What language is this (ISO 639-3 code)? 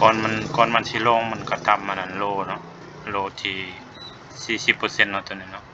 lao